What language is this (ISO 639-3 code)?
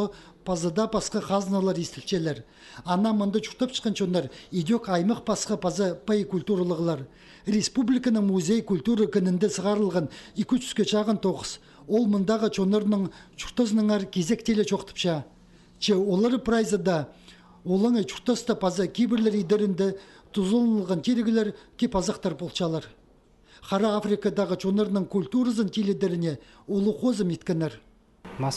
kjh